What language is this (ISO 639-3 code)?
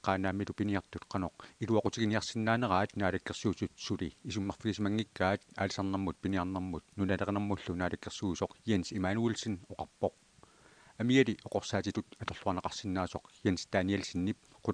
kal